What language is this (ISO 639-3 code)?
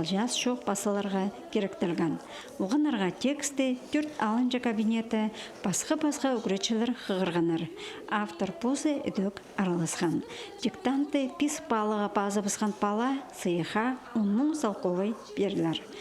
kjh